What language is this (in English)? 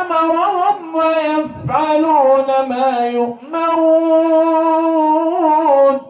Maranao